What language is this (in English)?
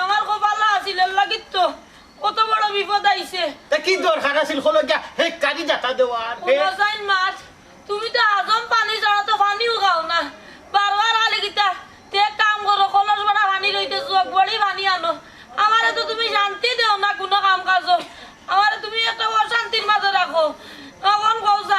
Sylheti